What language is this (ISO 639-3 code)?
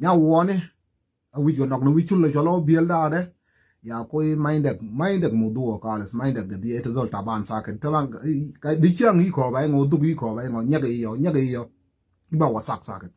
nus